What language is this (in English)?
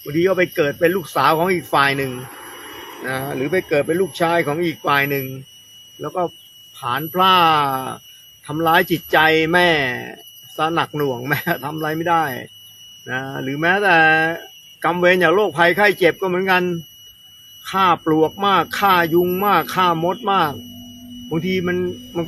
Thai